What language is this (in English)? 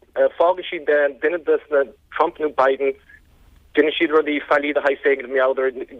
Irish